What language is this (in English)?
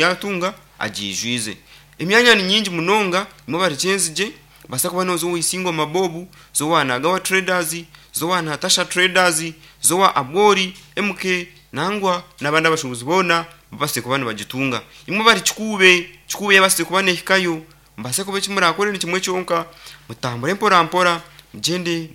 Nyankole